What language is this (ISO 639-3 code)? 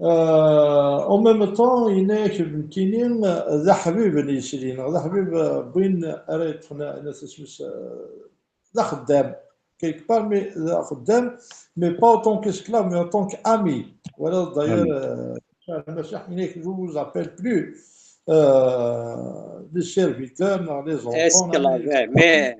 kab